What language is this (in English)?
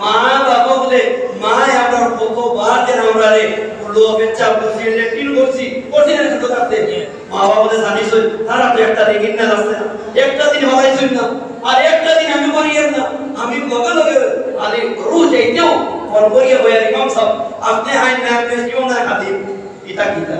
Sylheti